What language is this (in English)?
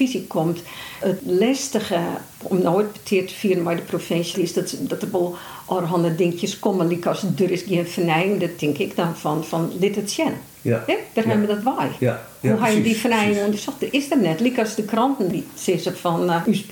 Western Frisian